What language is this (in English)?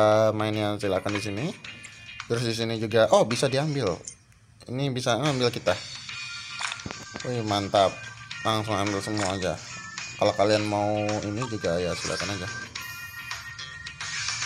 Indonesian